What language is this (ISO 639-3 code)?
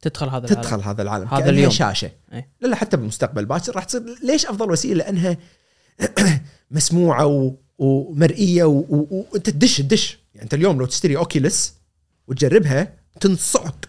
afb